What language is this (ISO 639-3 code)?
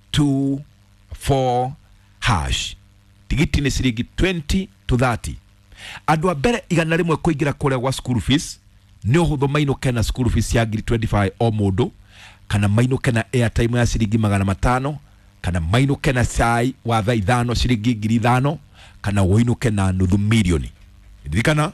kik